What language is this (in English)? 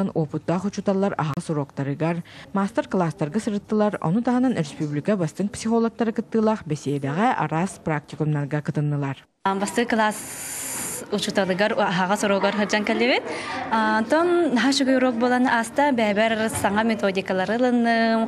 Yakut